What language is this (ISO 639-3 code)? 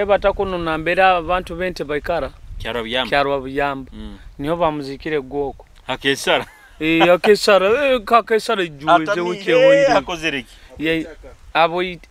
nyo